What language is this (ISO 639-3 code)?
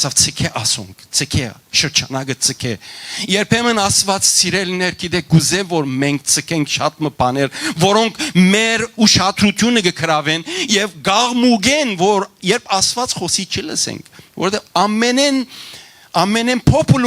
hyw